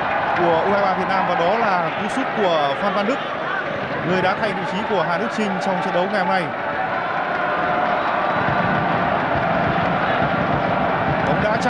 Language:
Vietnamese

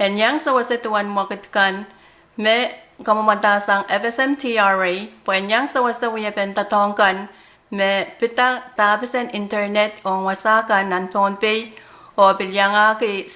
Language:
Pohnpeian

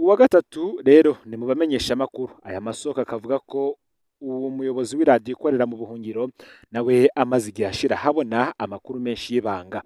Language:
Rundi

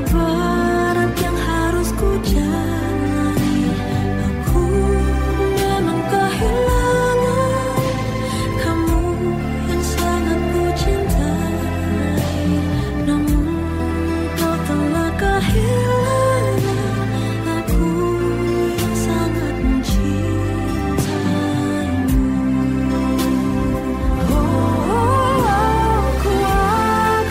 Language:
Indonesian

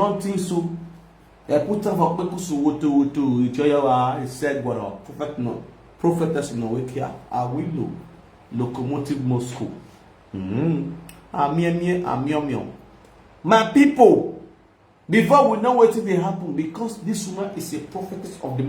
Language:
Nigerian Pidgin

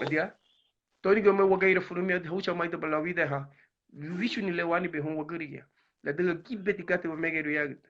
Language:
Garifuna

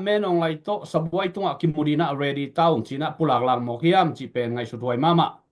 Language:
Tedim Chin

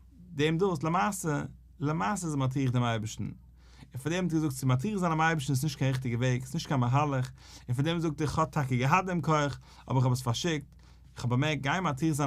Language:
Yiddish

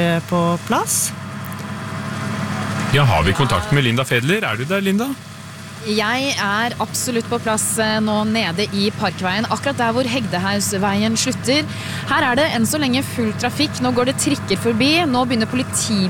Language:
Norwegian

